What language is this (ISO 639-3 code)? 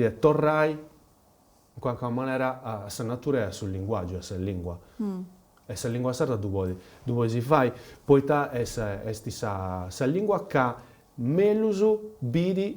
srd